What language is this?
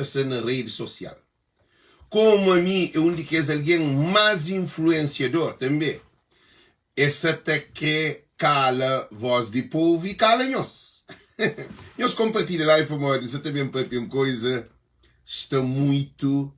Kabuverdianu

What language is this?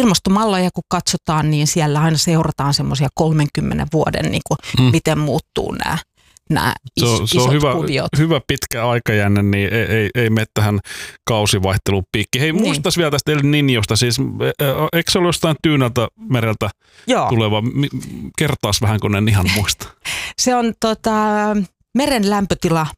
Finnish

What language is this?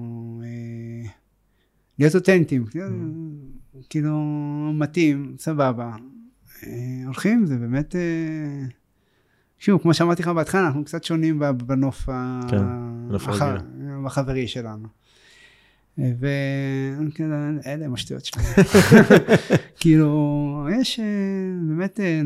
Hebrew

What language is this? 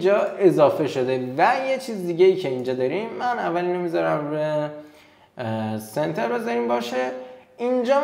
Persian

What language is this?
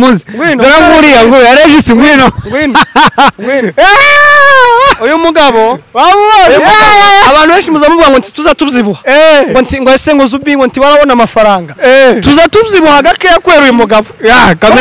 Kinyarwanda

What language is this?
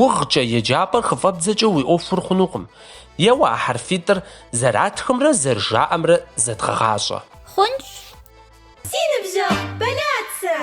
Kabardian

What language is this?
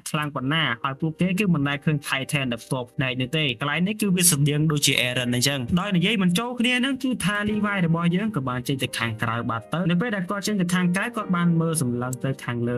Khmer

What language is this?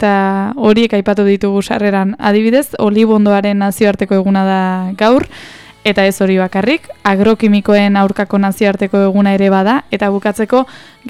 Basque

